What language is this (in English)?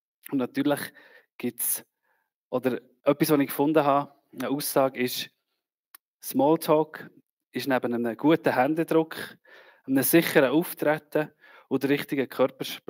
Swiss German